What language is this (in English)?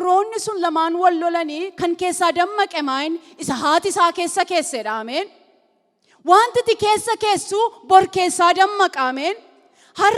Oromo